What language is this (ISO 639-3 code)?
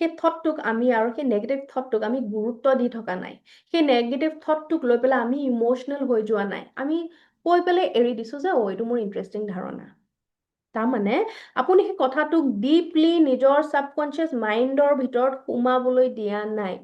asm